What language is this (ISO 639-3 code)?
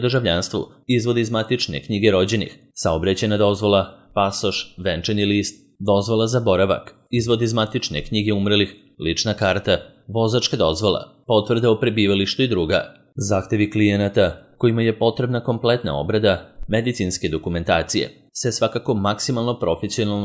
srp